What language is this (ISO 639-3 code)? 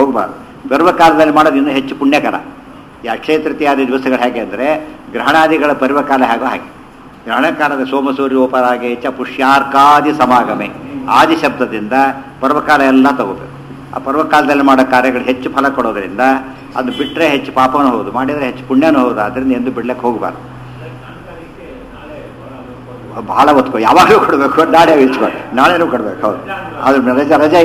kan